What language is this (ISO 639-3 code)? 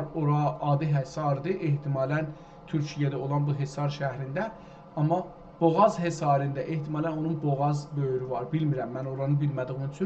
azb